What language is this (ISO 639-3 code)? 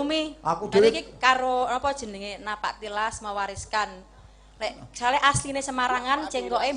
jav